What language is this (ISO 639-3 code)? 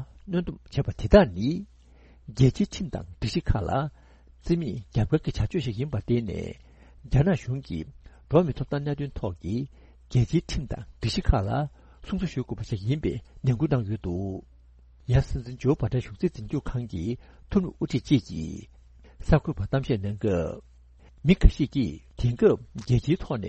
bod